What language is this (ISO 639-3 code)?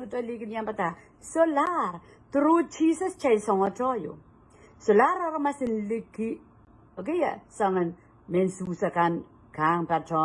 pon